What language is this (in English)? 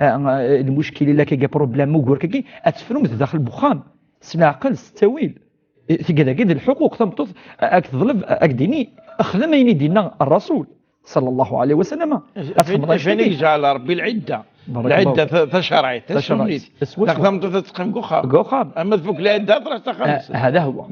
Kabyle